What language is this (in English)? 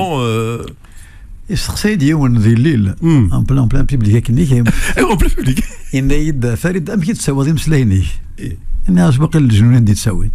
Kabyle